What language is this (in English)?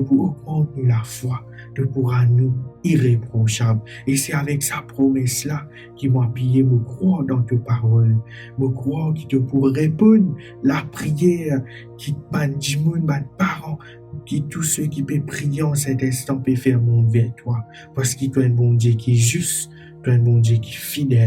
Morisyen